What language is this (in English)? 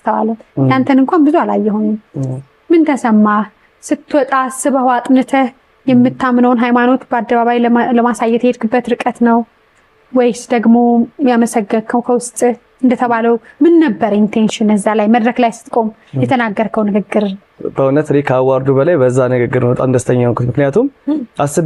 Amharic